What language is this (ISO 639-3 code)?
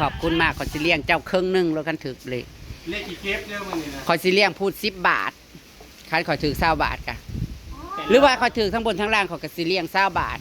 tts